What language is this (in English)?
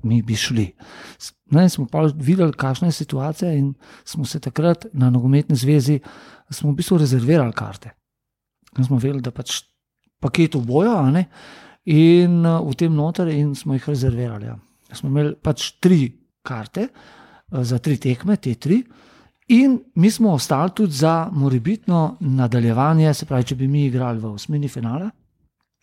Slovenian